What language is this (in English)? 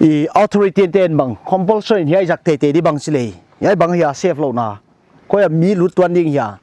Paite Chin